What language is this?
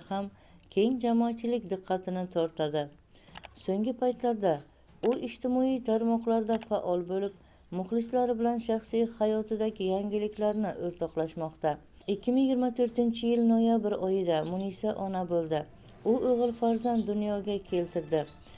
Uzbek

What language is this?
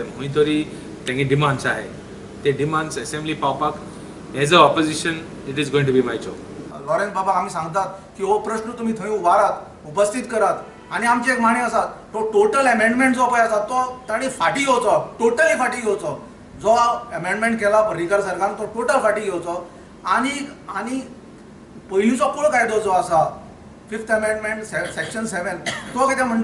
Konkani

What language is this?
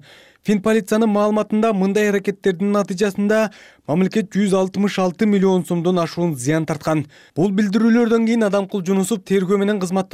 Kyrgyz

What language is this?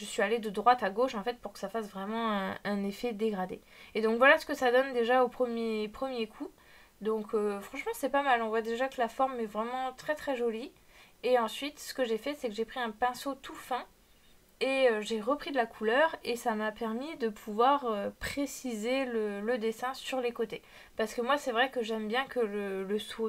French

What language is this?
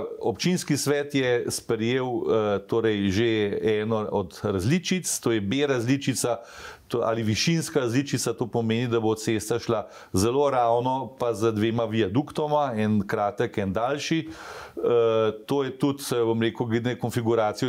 Slovenian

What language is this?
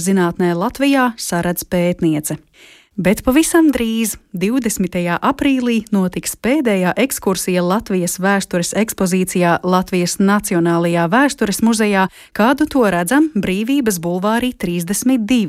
Latvian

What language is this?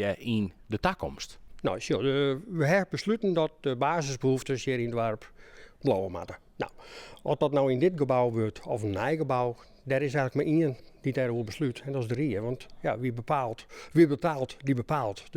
Western Frisian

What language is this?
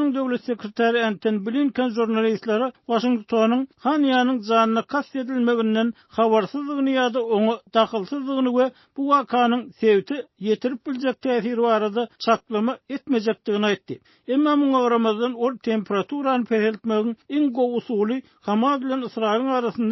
Turkmen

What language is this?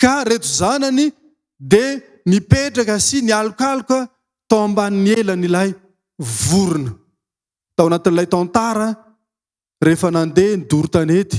Malagasy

